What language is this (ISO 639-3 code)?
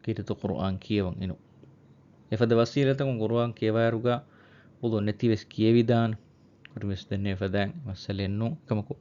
div